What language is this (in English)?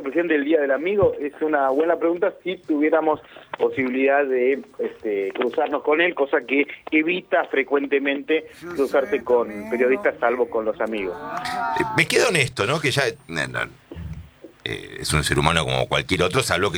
Spanish